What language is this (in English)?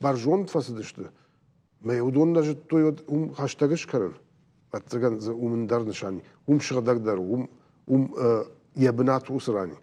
Ossetic